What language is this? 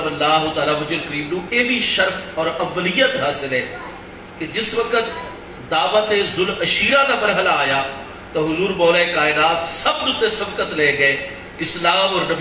Saraiki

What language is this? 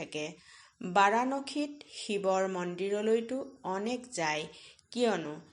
Assamese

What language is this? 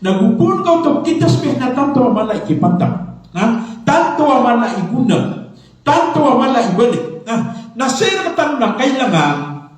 Maranao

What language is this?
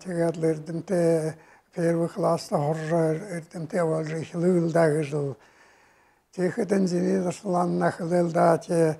Buriat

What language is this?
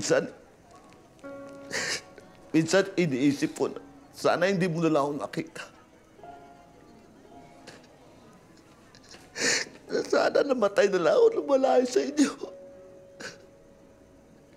Filipino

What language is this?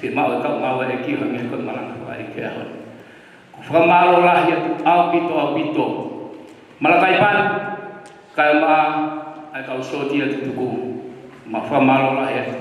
Tongan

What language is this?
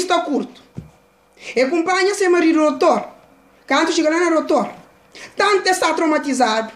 Kabuverdianu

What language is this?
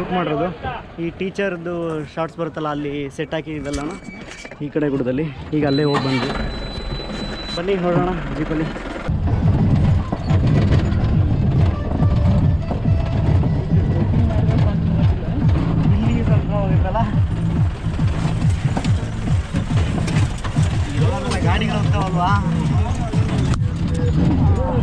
Kannada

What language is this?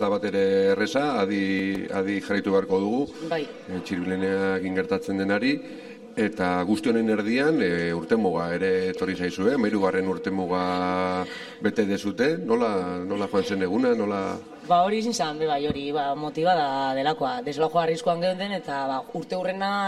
Basque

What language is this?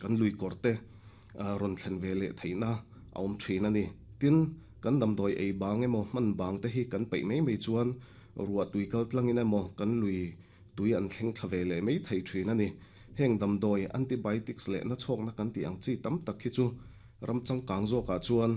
Mizo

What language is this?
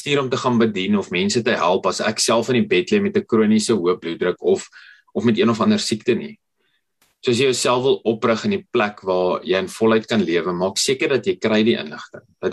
Afrikaans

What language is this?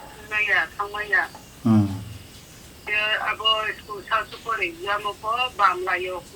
Riang (India)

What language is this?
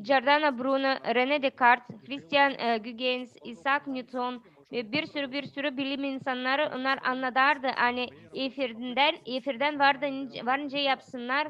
Gagauz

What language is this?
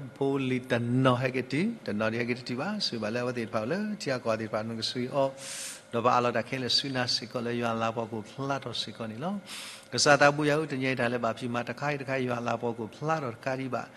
S'gaw Karen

